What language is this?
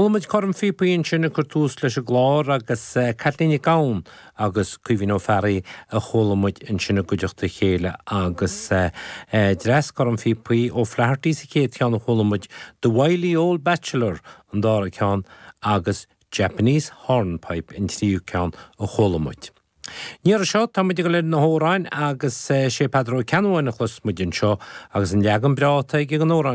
Irish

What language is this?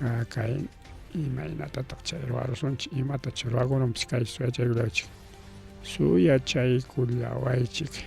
Ayacucho Quechua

